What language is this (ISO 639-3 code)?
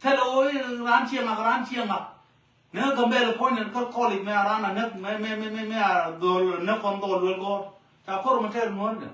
nus